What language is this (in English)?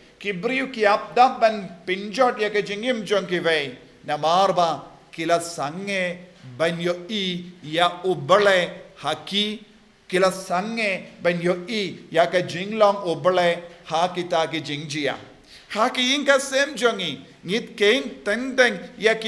Khasi